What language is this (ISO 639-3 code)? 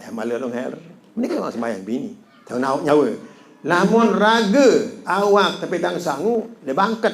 sas